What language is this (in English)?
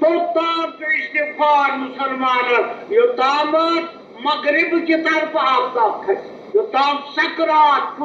Kashmiri